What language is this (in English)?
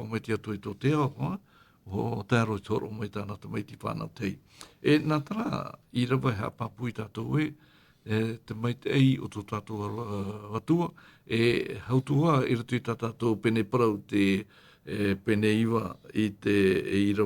Tahitian